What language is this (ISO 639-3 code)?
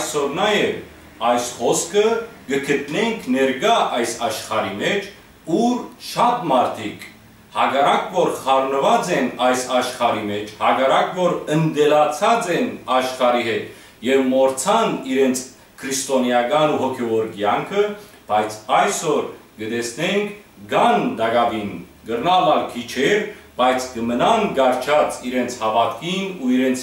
hyw